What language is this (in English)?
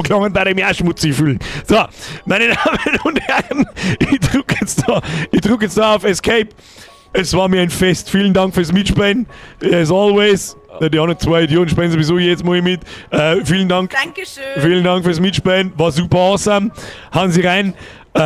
Bavarian